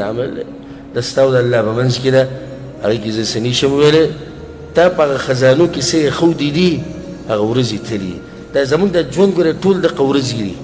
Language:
Pashto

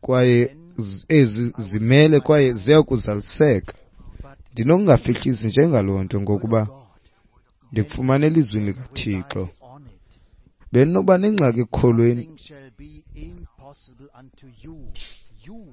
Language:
Xhosa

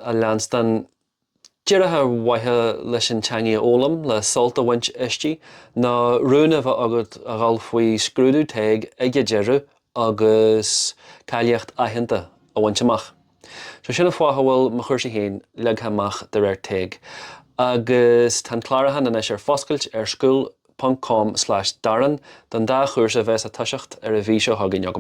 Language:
Irish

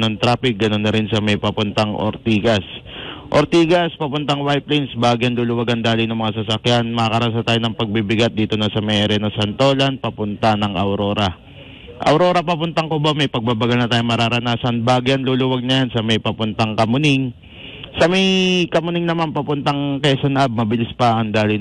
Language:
Filipino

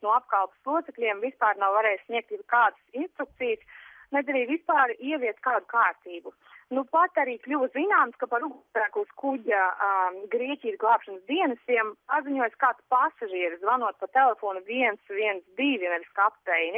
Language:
Latvian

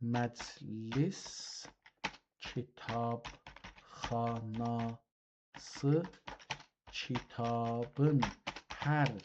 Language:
South Azerbaijani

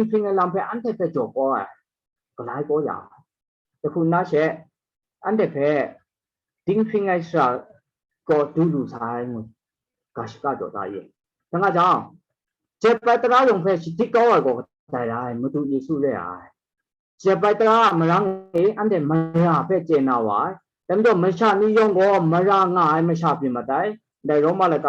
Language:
Kachin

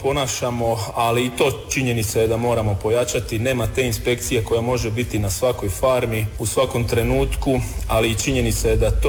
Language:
Croatian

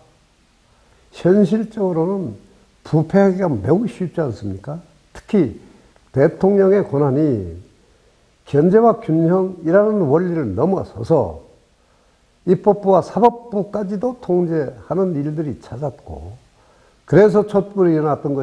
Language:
Korean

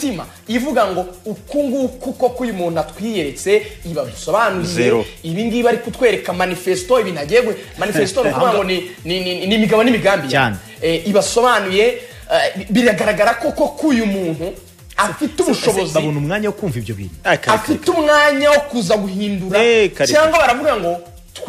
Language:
Kinyarwanda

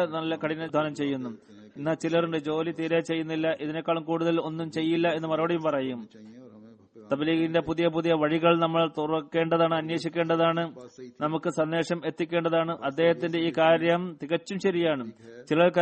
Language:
Malayalam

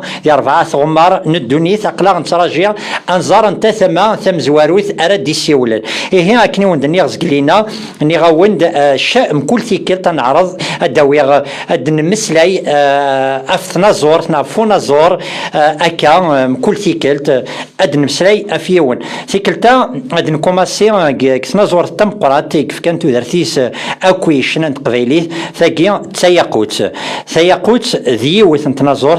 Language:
Kabyle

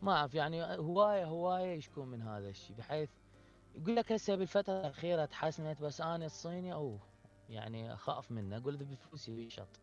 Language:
Mesopotamian Arabic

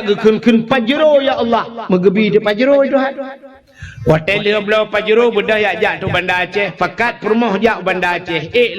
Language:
Achinese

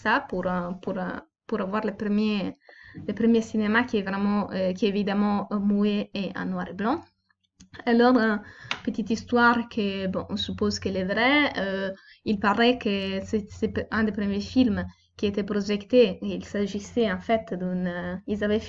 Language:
French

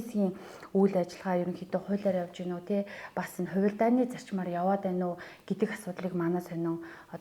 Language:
Mongolian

